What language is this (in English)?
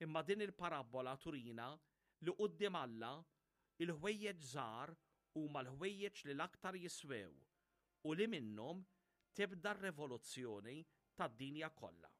Maltese